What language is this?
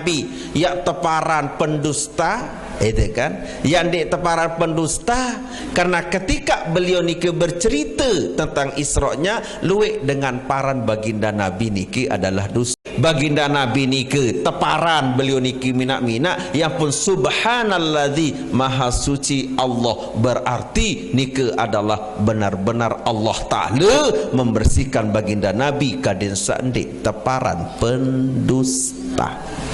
Sasak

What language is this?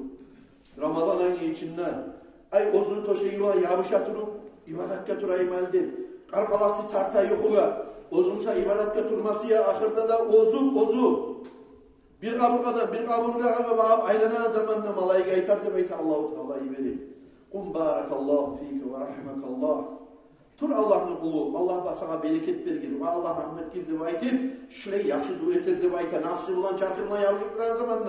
Kumyk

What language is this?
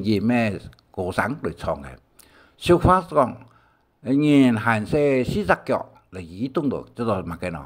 Hakka Chinese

